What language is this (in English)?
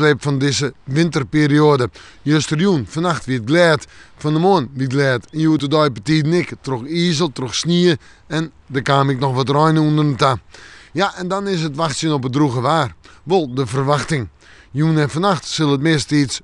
Western Frisian